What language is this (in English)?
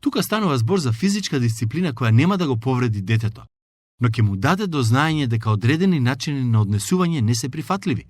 Macedonian